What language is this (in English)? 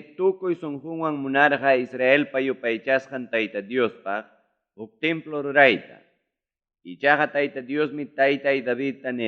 Ayacucho Quechua